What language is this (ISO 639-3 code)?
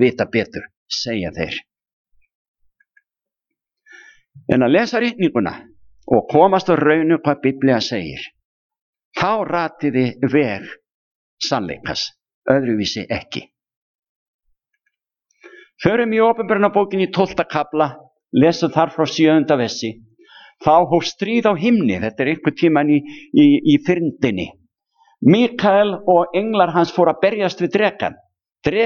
isl